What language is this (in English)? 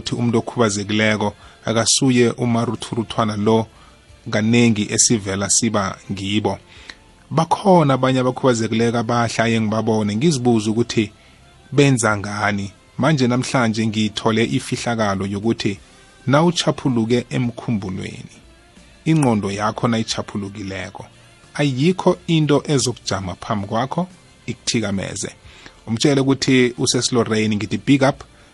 South Ndebele